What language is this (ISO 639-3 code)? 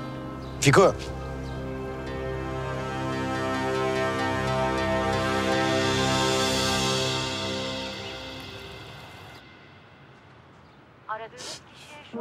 tur